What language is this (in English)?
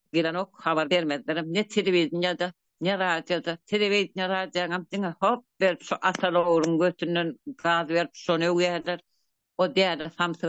Turkmen